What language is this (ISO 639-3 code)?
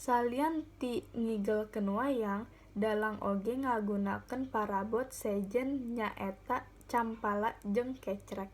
sun